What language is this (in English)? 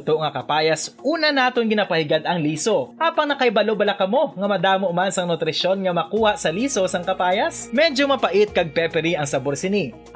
Hiligaynon